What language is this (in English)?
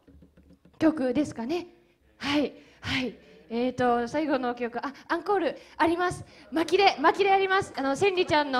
Japanese